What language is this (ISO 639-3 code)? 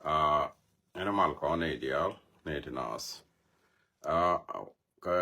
nus